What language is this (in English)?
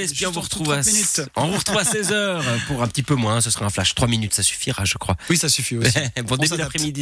French